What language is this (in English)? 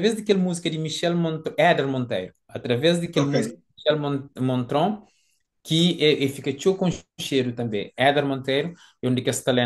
Kabuverdianu